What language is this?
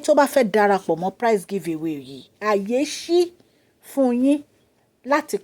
Yoruba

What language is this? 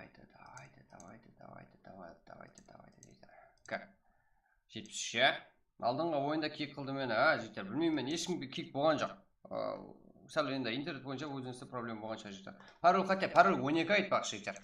Kara-Kalpak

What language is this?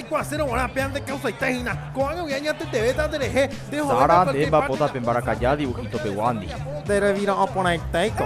Guarani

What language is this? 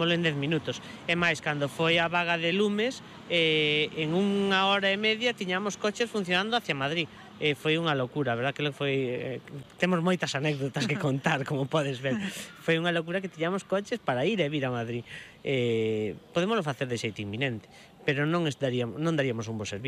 Galician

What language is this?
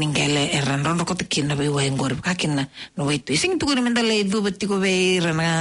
Fijian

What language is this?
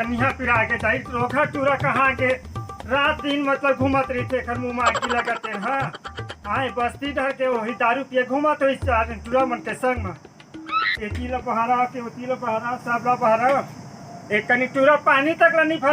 Chhattisgarhi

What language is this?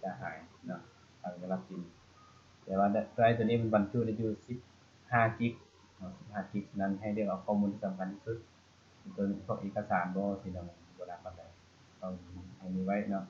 Lao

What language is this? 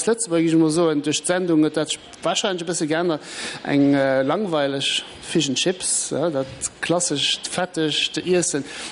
Luxembourgish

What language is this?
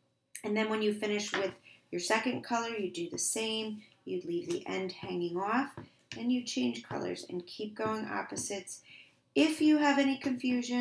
English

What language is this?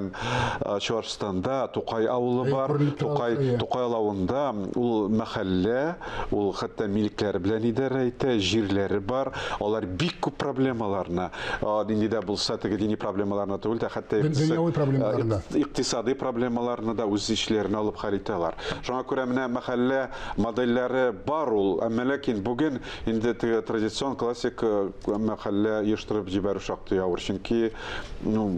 Tatar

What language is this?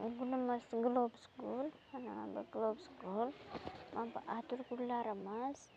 Uzbek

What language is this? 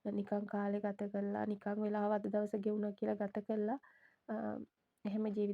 Sinhala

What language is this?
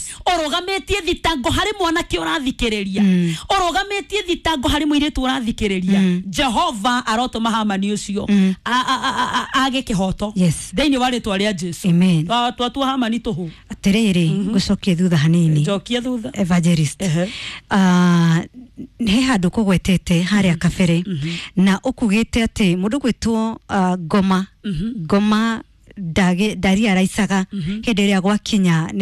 Kikuyu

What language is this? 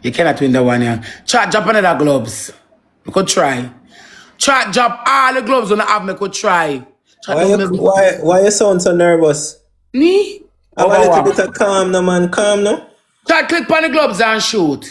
Jamaican Creole English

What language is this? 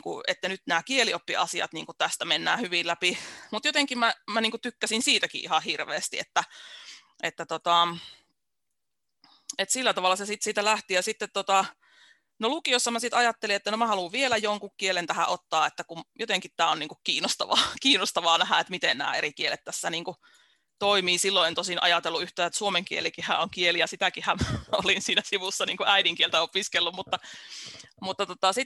Finnish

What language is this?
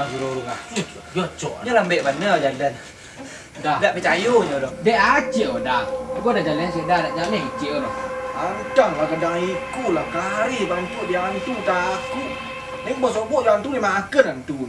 Minangkabau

